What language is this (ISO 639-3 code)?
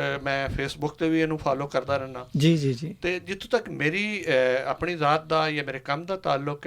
lah